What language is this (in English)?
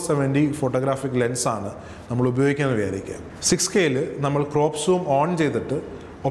Malayalam